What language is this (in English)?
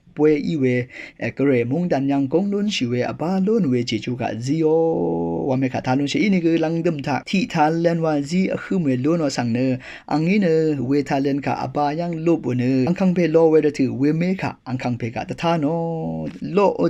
Rawang